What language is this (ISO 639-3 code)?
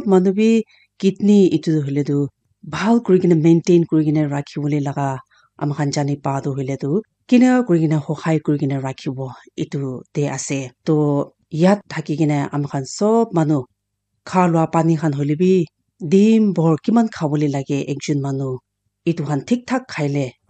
nag